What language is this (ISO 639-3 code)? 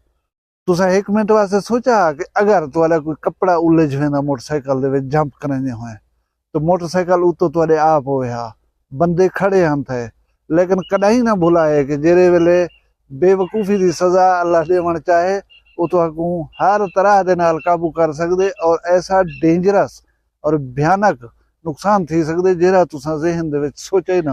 skr